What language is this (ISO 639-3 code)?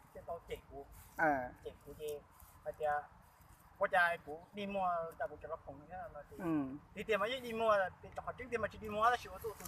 hmn